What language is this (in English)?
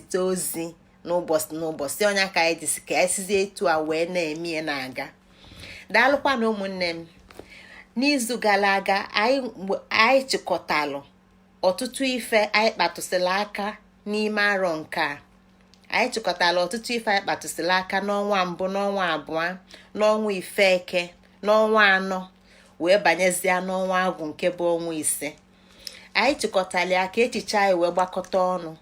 Igbo